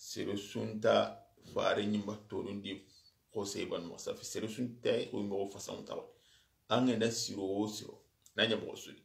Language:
Soninke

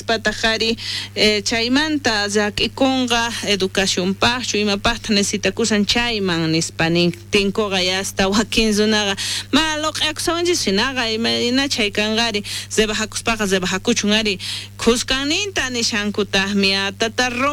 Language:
South Bolivian Quechua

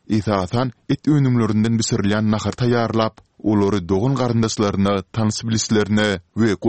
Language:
Turkmen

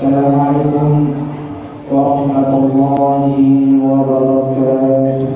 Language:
Buginese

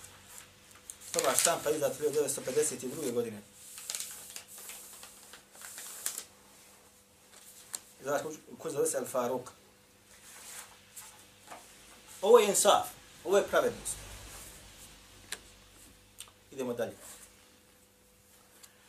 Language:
Bosnian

